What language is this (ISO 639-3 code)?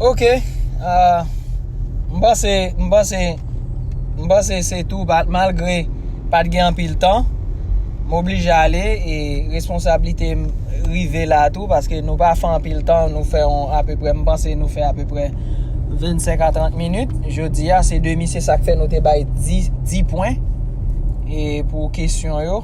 hat